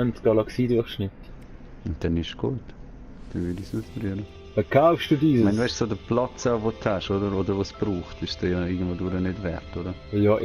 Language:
Swiss German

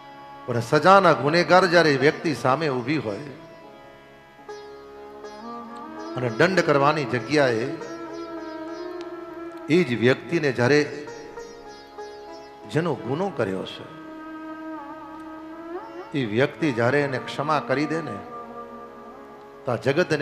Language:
Gujarati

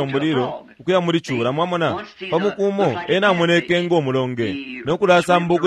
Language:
Bemba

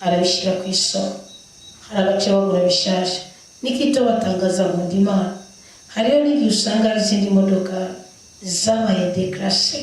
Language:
Rundi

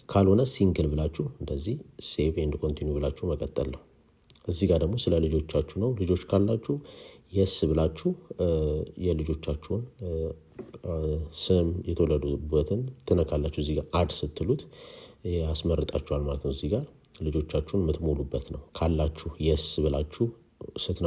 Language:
Amharic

